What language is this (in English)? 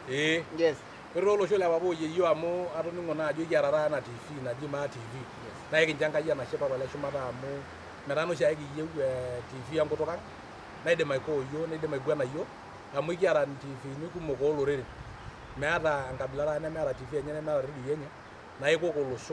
Masai